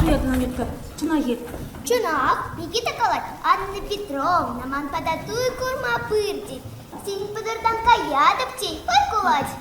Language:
Chuvash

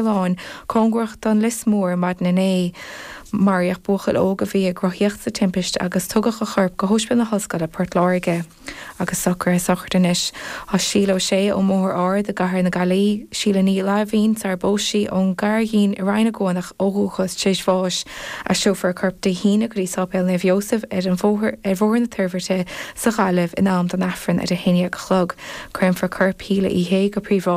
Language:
Irish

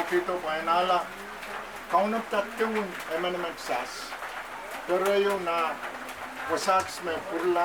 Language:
Pohnpeian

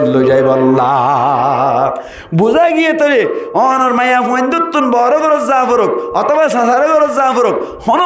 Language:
Rohingya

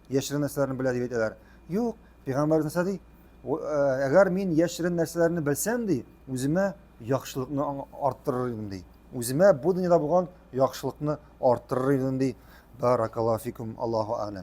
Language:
Tatar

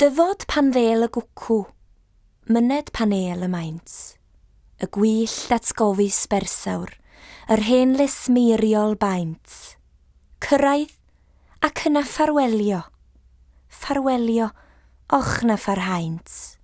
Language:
Welsh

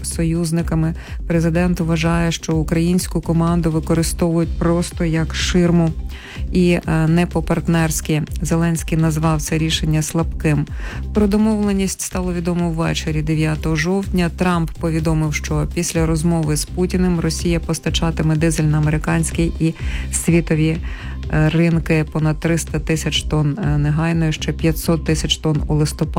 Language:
Ukrainian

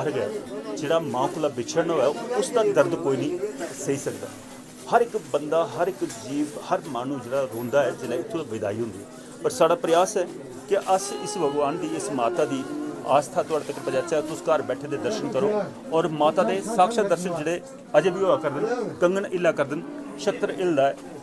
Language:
Dogri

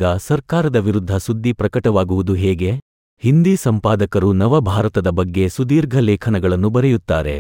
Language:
Kannada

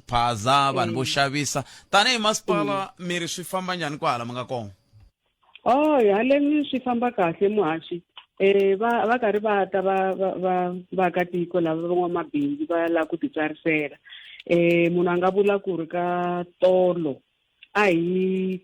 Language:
Tsonga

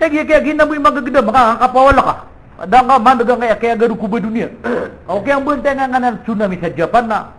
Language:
Maranao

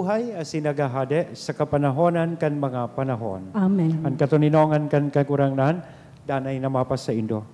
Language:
Bikol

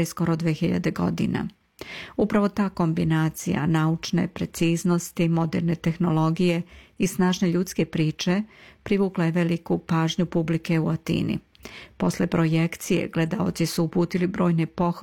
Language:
Serbian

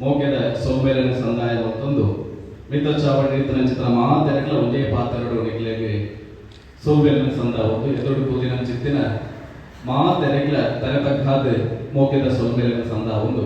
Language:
Tulu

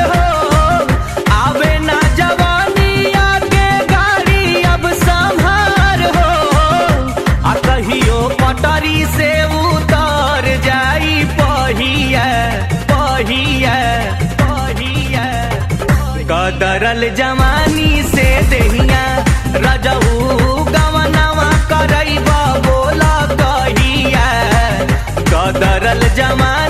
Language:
Bhojpuri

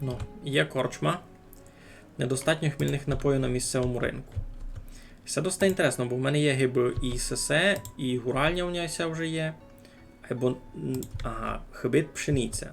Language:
Rusyn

